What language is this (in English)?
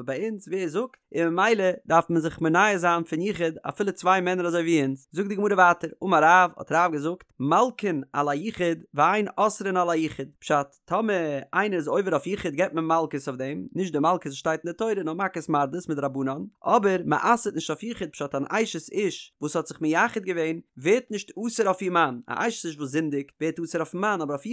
Yiddish